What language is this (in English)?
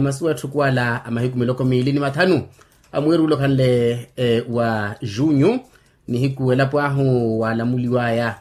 Makhuwa